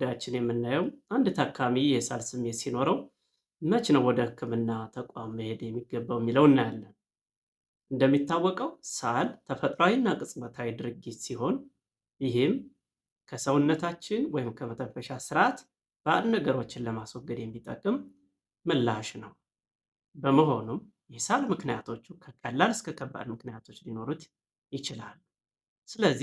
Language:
Amharic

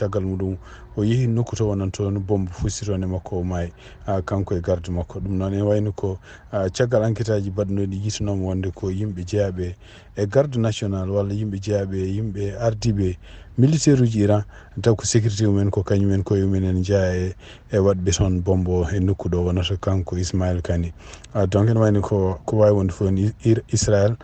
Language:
Fula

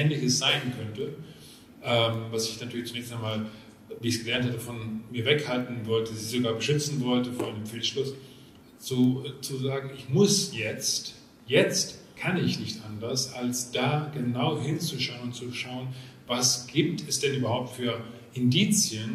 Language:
German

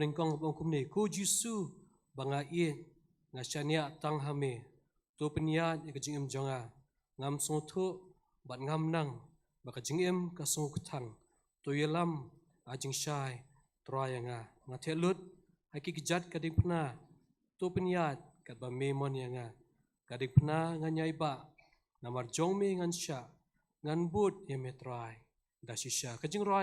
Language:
Khasi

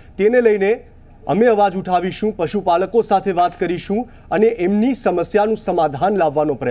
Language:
Gujarati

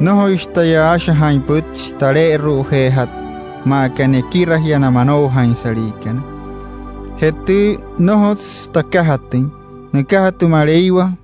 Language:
Wayuu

